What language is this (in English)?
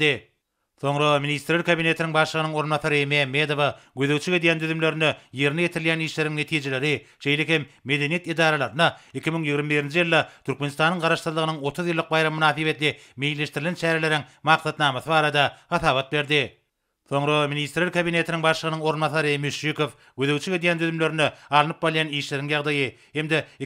Turkmen